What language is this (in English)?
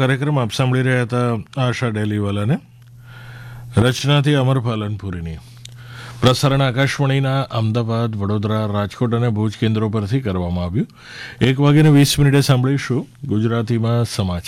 Gujarati